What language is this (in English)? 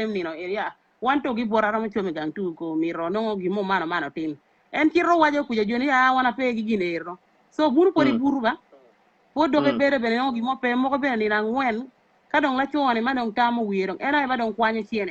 Acoli